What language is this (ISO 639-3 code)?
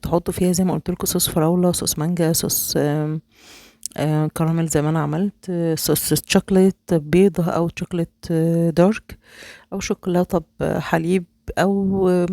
arz